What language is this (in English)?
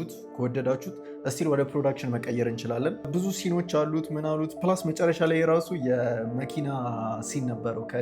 Amharic